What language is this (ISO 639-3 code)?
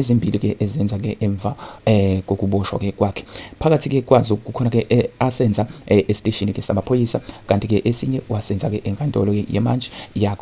zul